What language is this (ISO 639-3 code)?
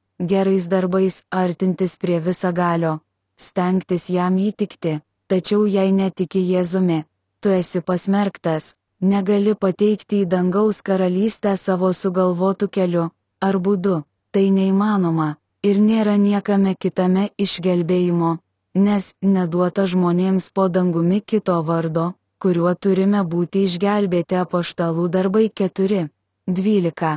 lit